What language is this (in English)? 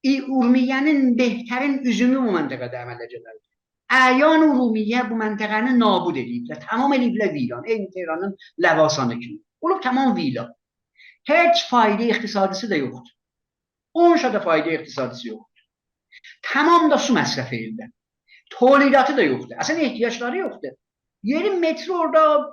South Azerbaijani